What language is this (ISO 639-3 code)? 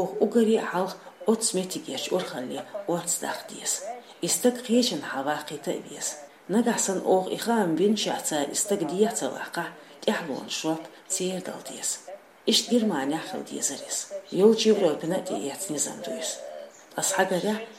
che